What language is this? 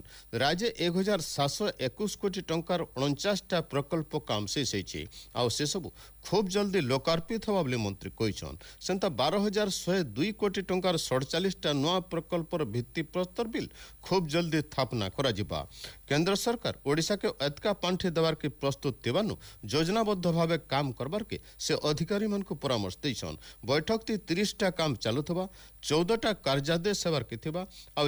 Odia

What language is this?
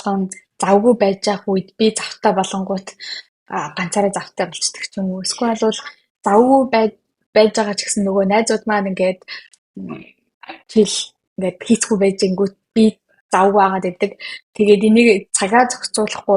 Mongolian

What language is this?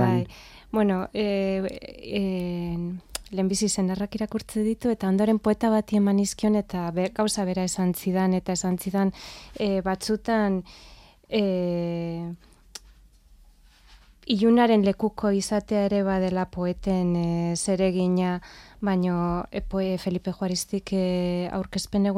Basque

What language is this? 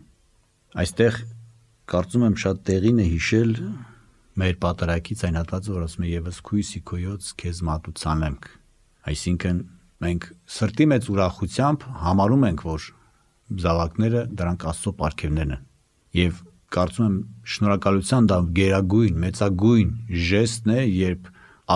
Armenian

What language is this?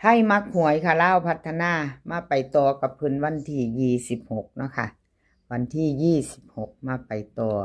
Lao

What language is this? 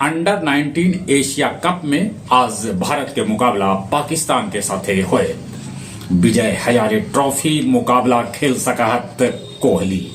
Magahi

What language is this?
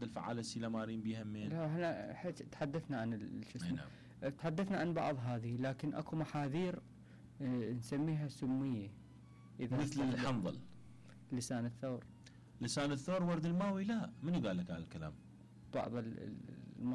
Mesopotamian Arabic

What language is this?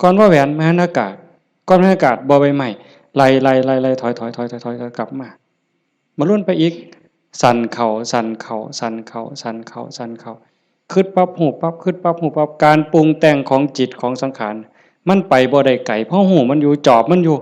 Northeastern Thai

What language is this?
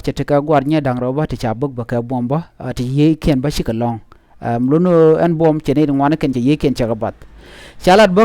Nuer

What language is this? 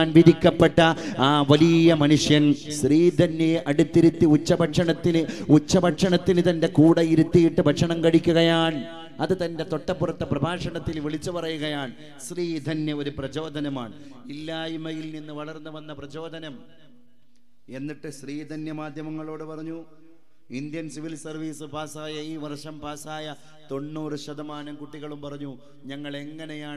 Malayalam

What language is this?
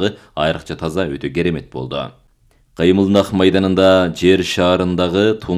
Kyrgyz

